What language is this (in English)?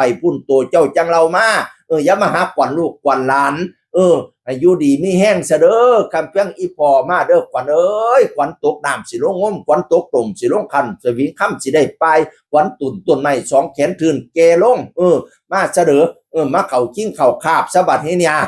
Northeastern Thai